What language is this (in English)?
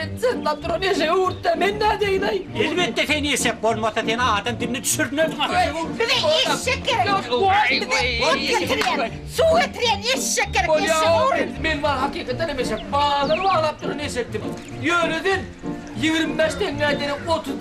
Turkmen